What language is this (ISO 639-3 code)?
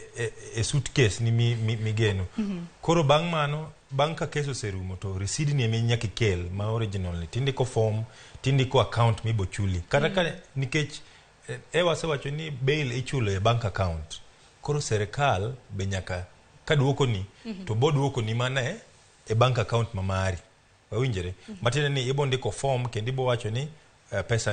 luo